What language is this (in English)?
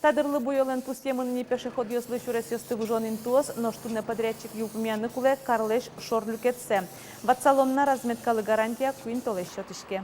Udmurt